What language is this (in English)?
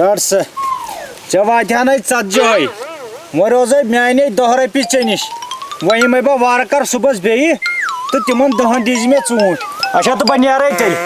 Kashmiri